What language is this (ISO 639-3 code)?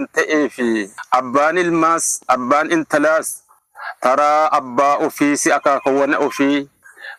orm